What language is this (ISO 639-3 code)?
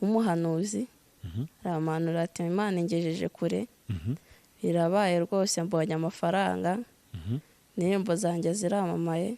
kin